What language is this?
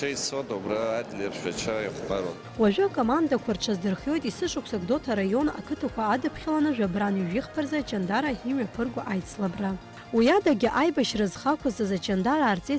Abkhazian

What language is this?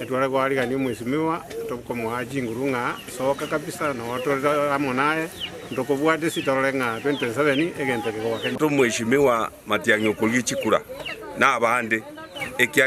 Gusii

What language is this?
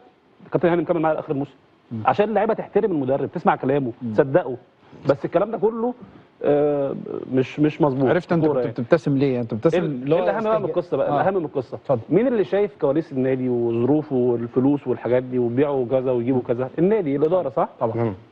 Egyptian Arabic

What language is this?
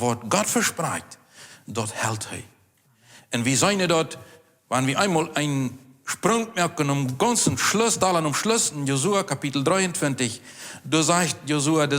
Plautdietsch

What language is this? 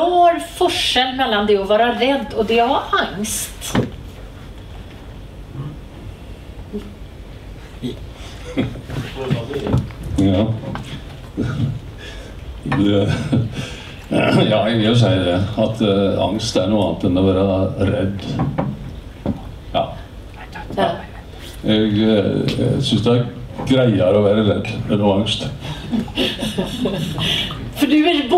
Norwegian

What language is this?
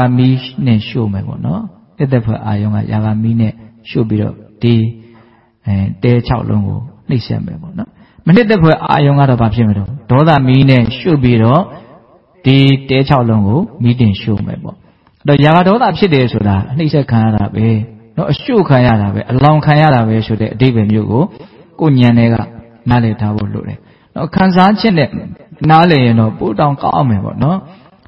Burmese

